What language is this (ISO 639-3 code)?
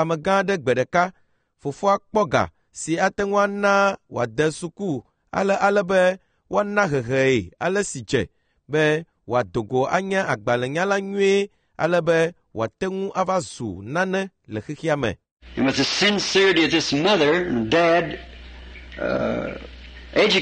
ewe